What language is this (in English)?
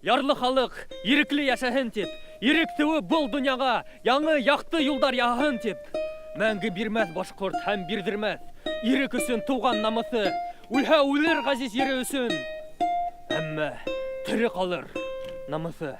Bashkir